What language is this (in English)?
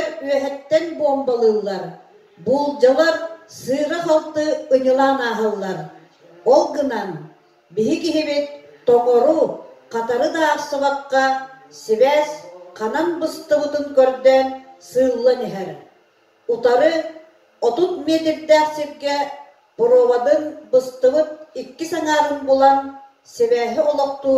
Yakut